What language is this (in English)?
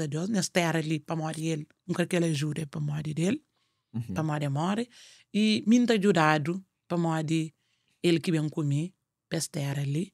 Kabuverdianu